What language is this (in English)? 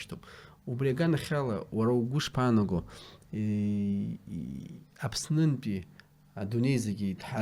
Abkhazian